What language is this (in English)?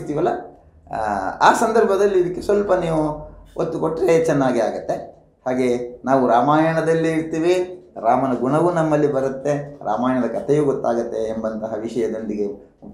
Kannada